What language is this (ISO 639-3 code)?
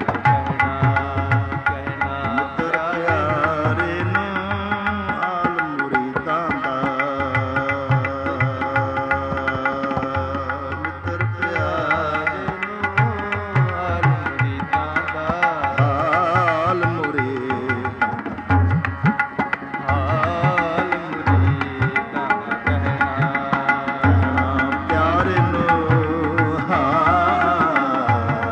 pan